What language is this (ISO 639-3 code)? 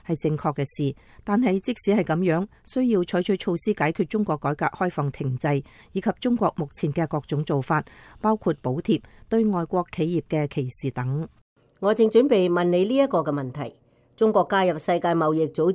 yue